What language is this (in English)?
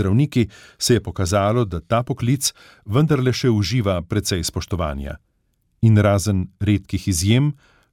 Slovenian